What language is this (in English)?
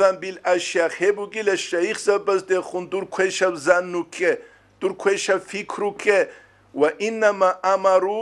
Avaric